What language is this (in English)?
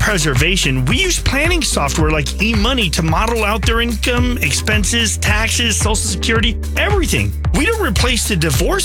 English